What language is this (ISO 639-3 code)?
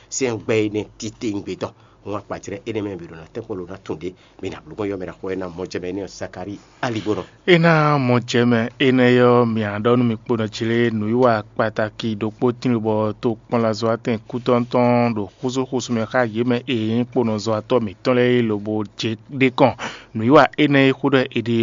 fon